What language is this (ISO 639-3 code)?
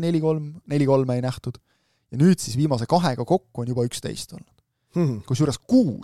est